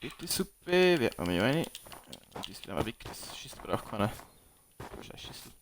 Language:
Bavarian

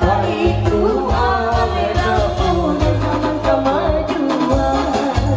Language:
Minangkabau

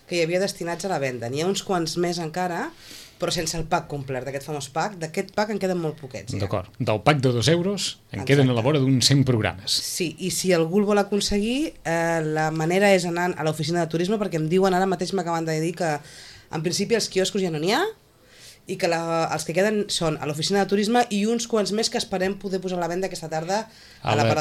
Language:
Catalan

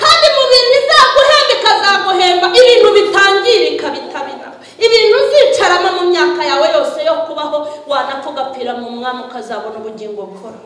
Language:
Kinyarwanda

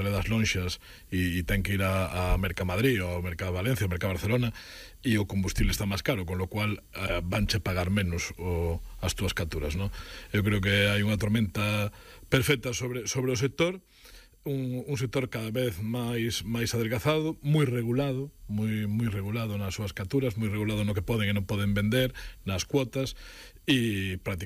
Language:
Galician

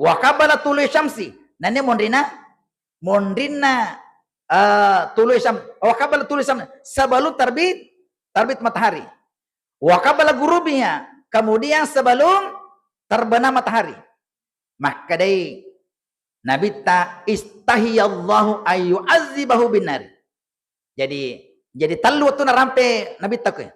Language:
Buginese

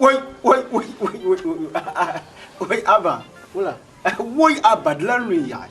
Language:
Dagbani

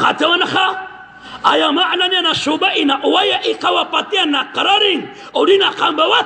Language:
Maranao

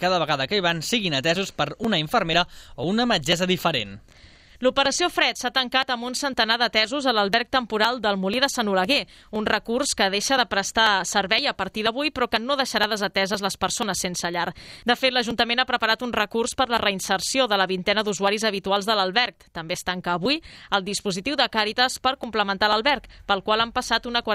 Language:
Catalan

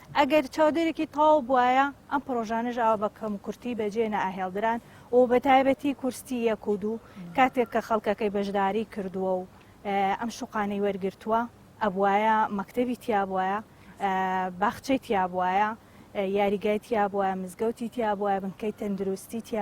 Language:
Central Kurdish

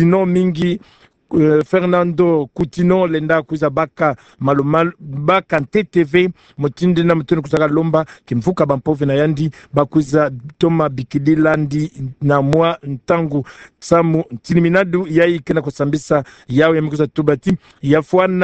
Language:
Kituba (Democratic Republic of Congo)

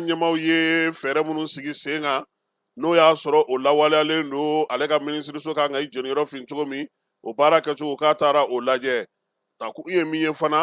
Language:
Bambara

